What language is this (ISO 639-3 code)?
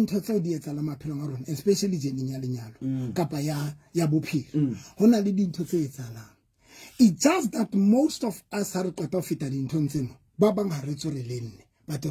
sot